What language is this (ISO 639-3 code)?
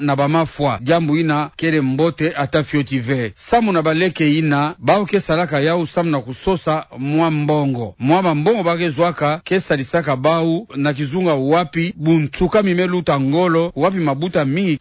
ktu